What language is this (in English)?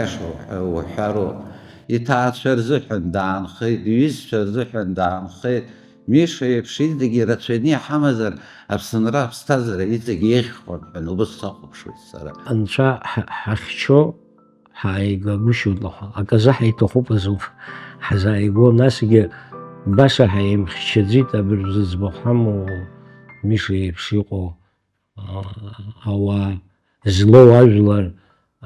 Abkhazian